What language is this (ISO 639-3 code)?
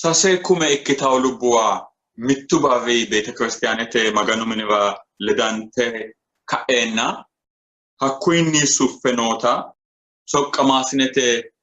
sid